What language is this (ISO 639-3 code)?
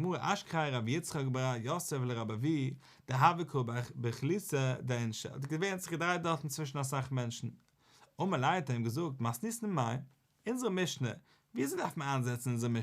yid